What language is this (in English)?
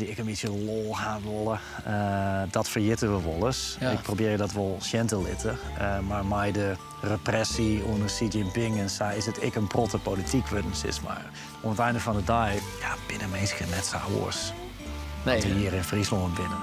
Western Frisian